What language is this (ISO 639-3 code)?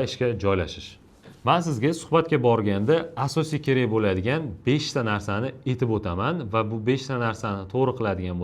uzb